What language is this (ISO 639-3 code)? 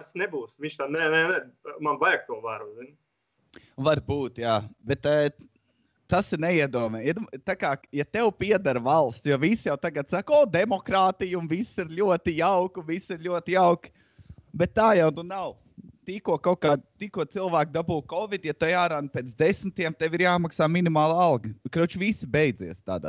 lav